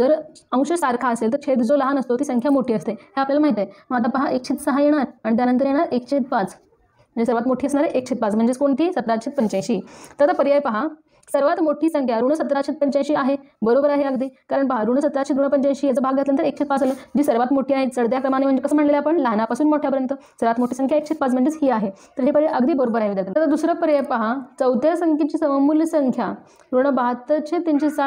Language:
Marathi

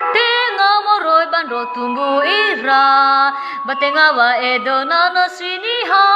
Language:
Nias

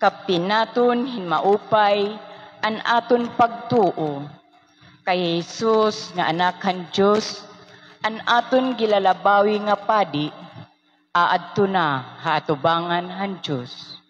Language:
Waray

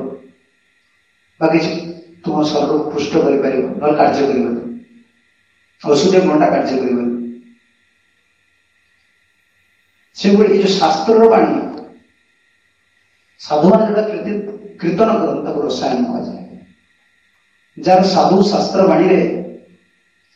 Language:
Odia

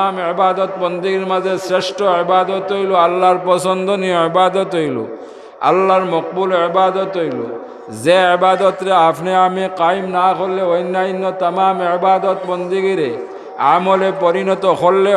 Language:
Sylheti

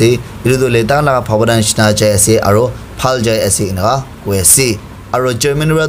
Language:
Naga Pidgin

